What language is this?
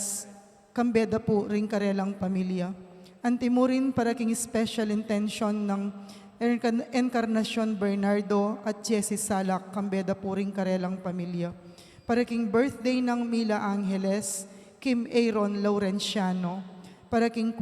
Pampanga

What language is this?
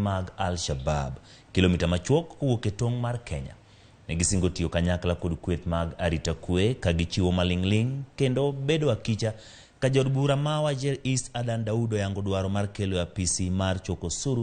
Luo (Kenya and Tanzania)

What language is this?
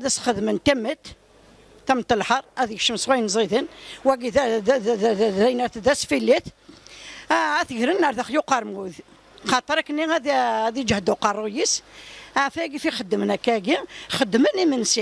Kabyle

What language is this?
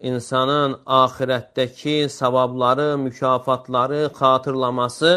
Azerbaijani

